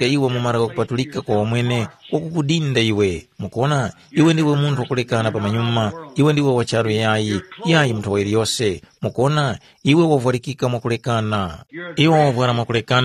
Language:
Tumbuka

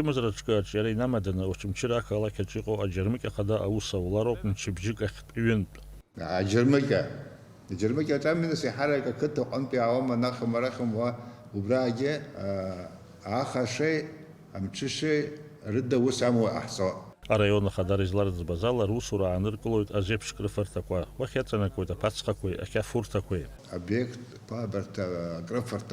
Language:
Abkhazian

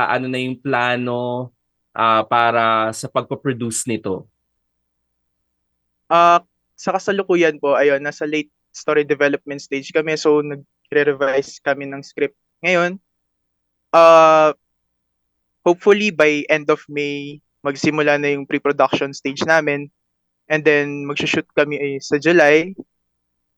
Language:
Filipino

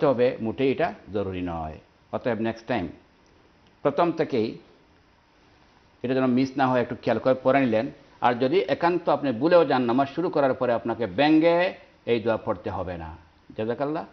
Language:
Bangla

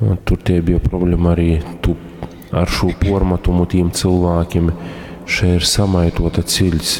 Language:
Latgalian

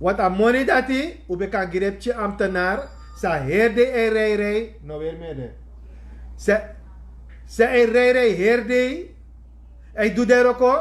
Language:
Sranan Tongo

